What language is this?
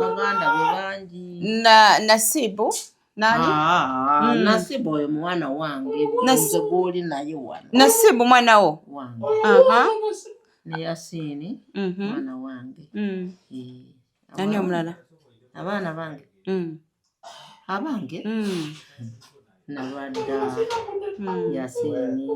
Ganda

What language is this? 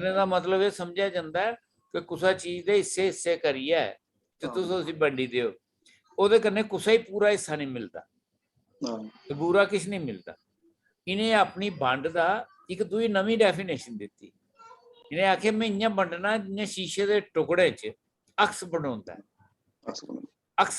Dogri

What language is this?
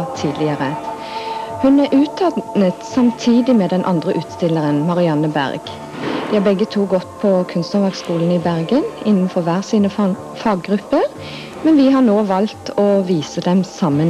Norwegian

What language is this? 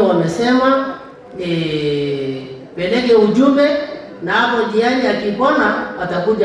Masai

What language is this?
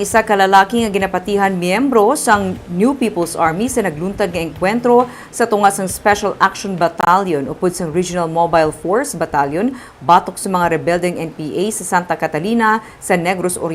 Hiligaynon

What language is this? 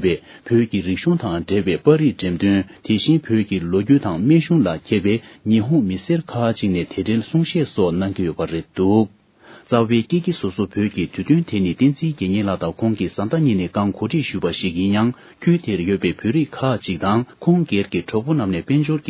Tibetan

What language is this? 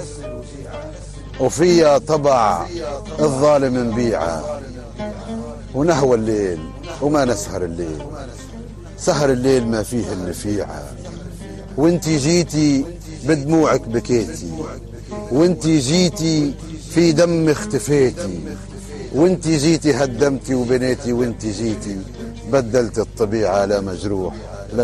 Tunisian Arabic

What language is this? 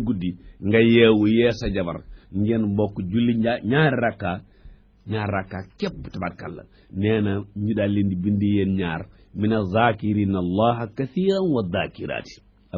Wolof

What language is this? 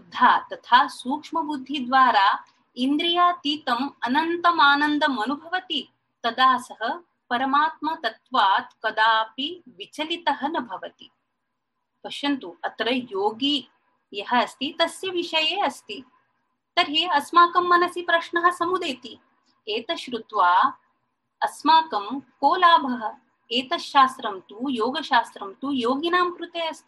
Sanskrit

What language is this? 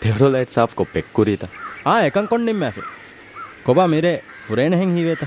Divehi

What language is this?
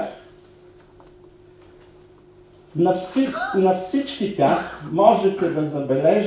Bulgarian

